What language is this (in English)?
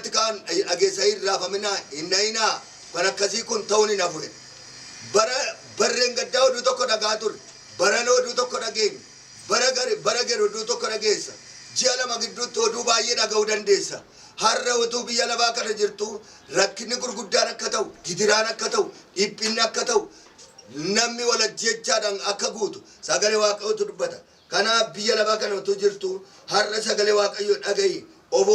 Oromo